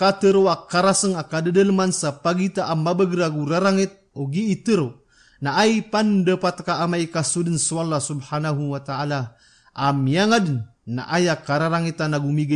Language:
Maranao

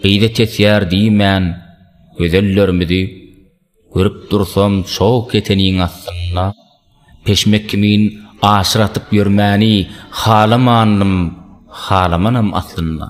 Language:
Turkmen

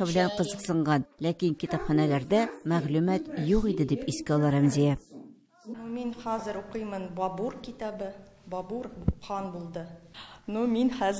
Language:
Tatar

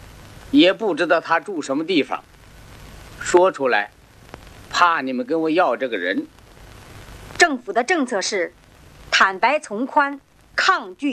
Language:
Chinese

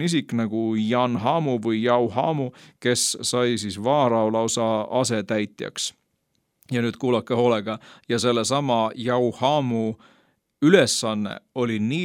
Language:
Estonian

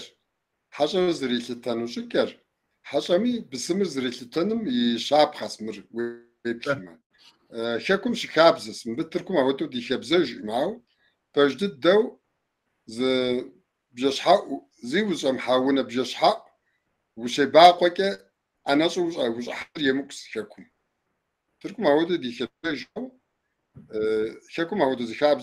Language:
Kabardian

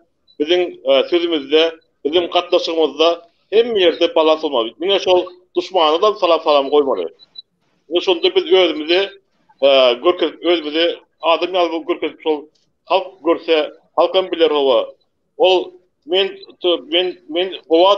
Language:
Turkmen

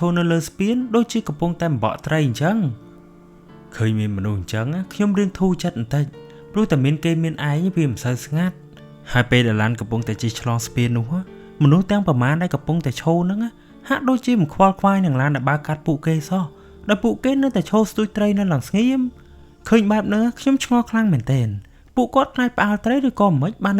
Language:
Khmer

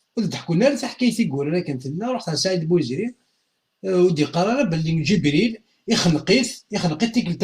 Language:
Kabyle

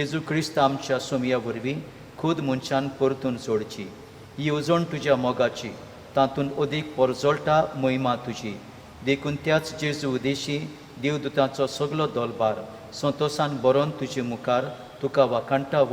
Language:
Konkani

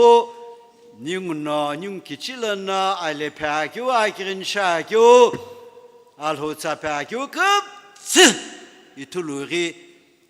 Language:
Sumi Naga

